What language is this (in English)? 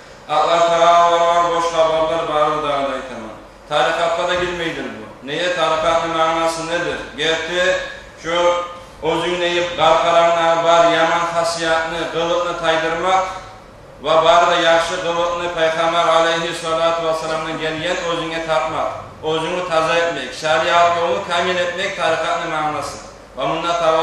Kumyk